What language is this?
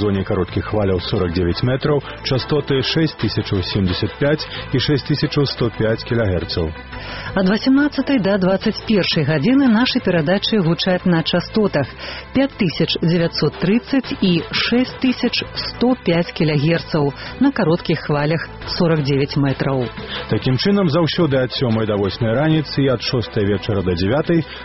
Belarusian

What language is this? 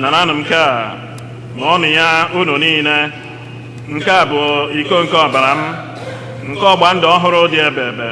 Igbo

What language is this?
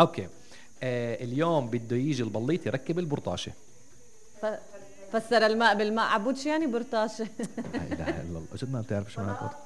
North Levantine Arabic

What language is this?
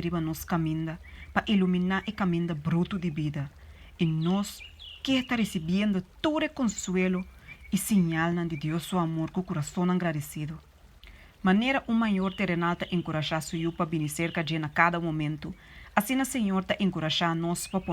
Papiamento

